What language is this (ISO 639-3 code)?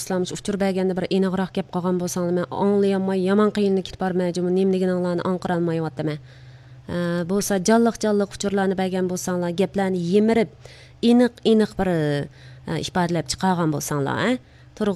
uig